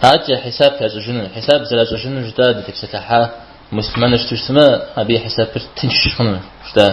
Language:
Kabardian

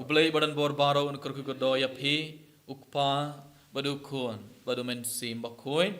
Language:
Khasi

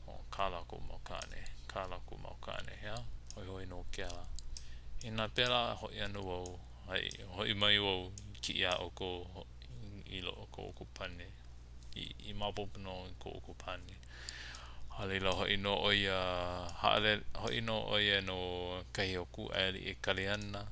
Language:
Hawaiian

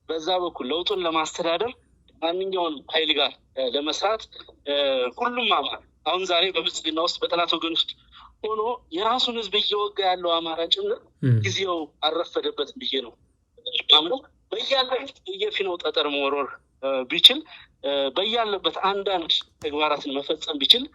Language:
Amharic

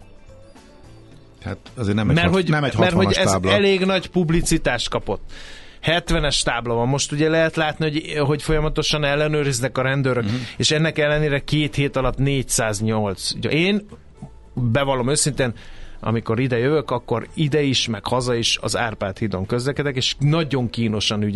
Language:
Hungarian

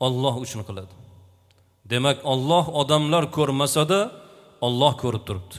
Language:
Uzbek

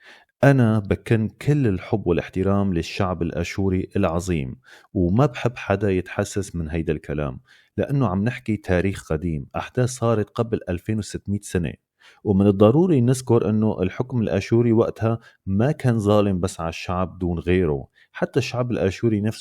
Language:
North Levantine Arabic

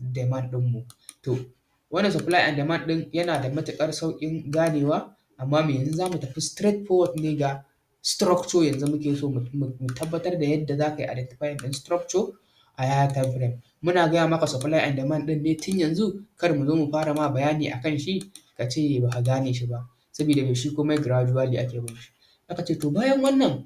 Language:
Hausa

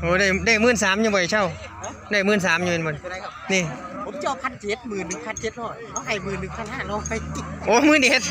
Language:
Northeastern Thai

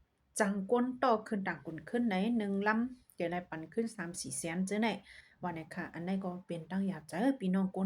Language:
Shan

